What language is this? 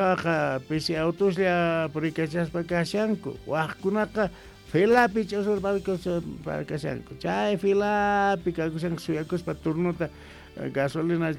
South Bolivian Quechua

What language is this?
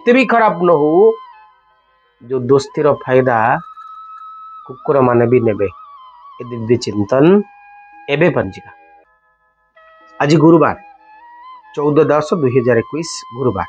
Odia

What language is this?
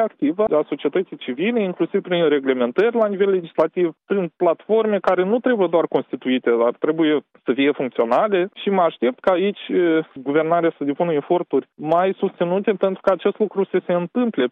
Romanian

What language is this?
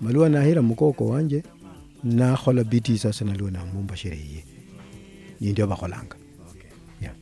Luyia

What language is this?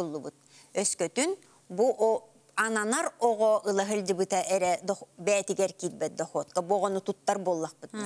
Yakut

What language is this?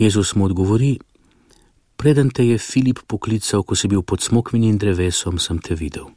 Slovenian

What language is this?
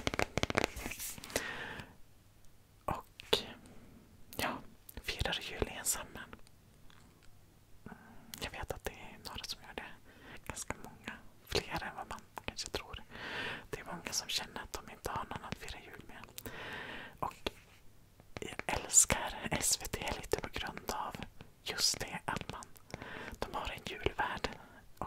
Swedish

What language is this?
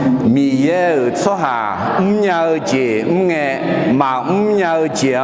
Akha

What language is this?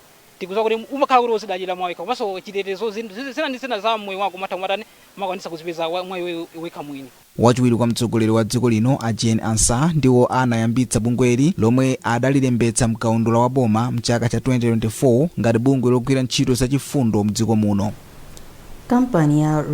Nyanja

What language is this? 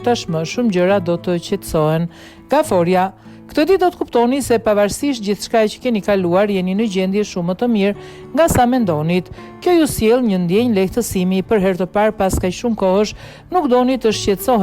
Albanian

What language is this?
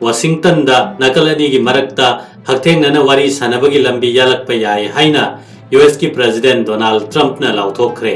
Manipuri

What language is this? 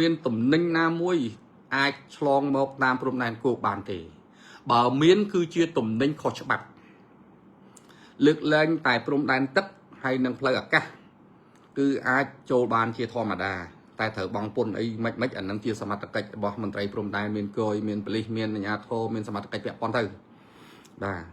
Khmer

